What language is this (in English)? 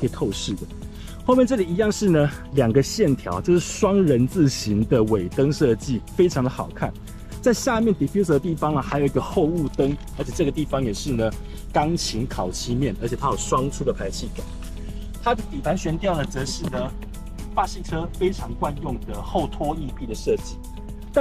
Chinese